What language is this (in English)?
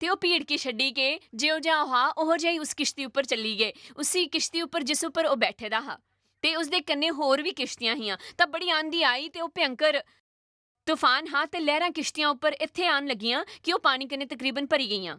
Dogri